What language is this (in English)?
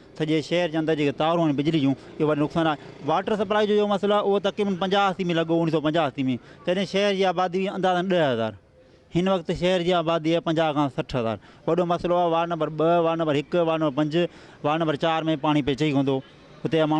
Sindhi